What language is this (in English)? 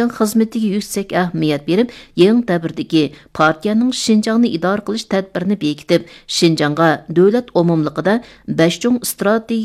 Uyghur